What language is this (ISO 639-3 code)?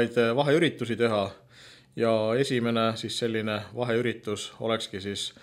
est